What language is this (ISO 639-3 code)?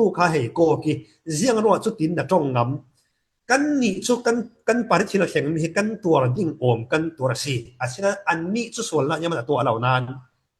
cfm